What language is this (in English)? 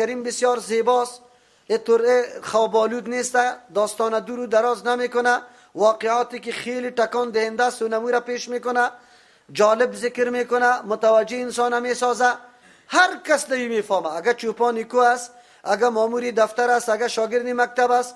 Persian